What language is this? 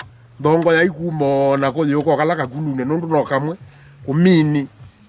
Kamba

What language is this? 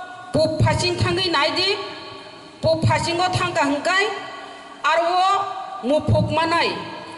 Kok Borok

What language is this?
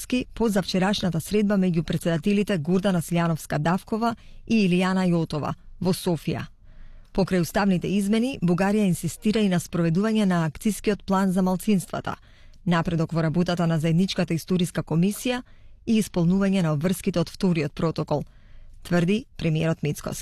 Macedonian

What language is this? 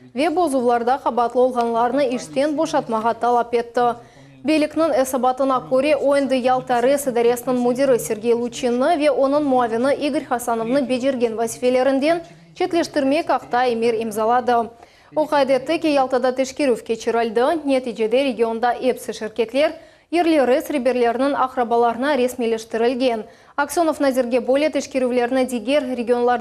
Crimean Tatar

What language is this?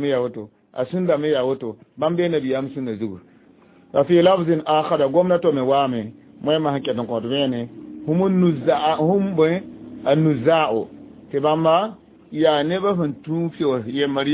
Mossi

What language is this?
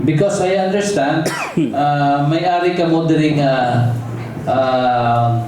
Hiligaynon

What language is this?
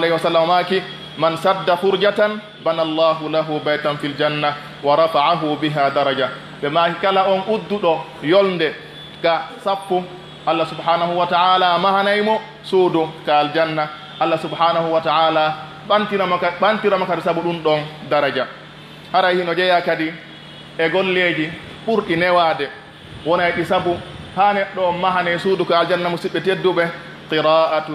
Pular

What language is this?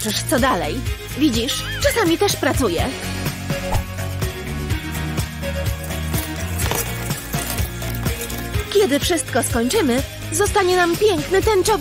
Polish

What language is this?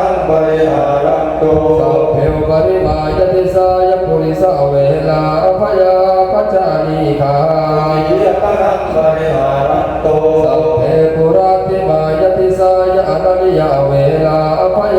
Pali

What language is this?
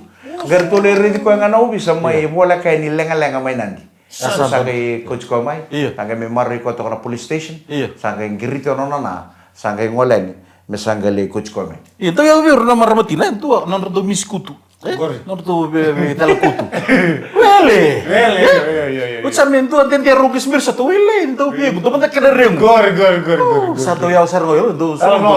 Fijian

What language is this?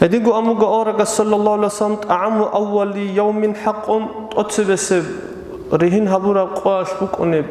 Avaric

